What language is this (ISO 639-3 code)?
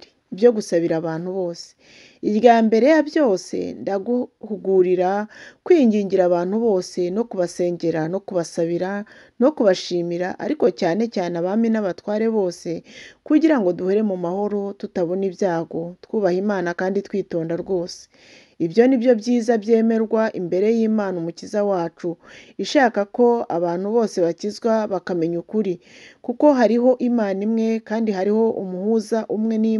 kin